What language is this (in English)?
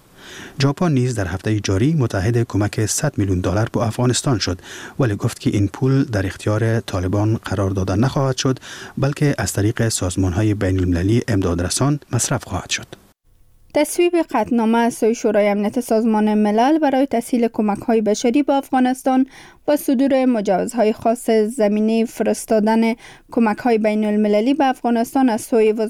Persian